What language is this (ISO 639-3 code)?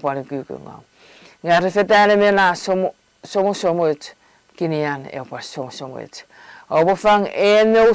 chk